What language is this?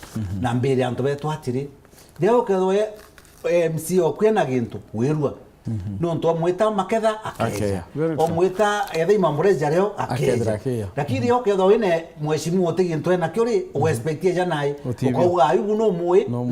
Meru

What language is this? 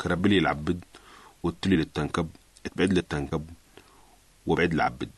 Sudanese Arabic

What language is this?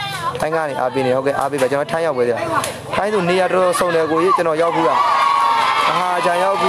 Burmese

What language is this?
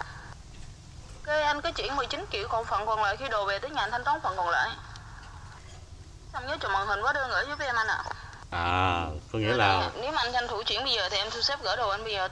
Vietnamese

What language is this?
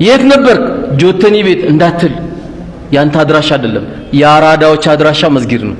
Amharic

